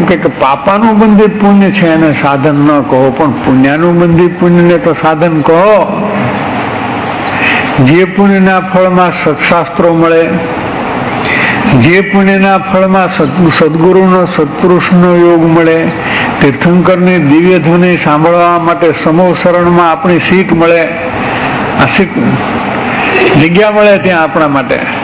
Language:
Gujarati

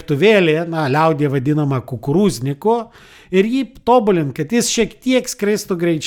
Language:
Lithuanian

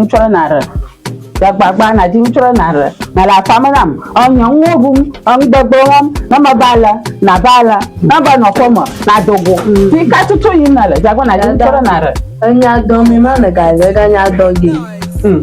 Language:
Ewe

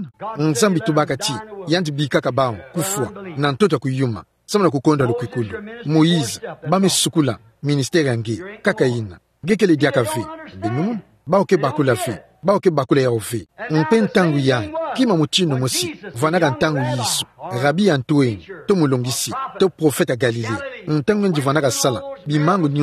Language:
Kituba (Democratic Republic of Congo)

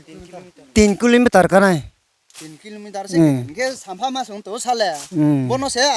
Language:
Riang (India)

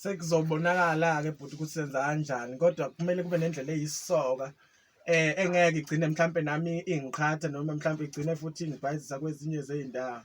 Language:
Zulu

